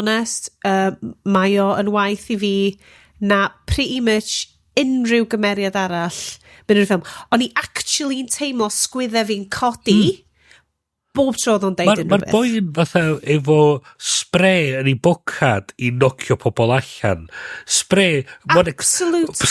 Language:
Welsh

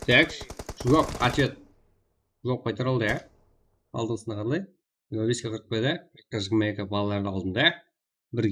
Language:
Kara-Kalpak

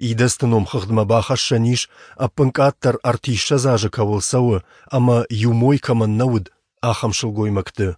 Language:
Ossetic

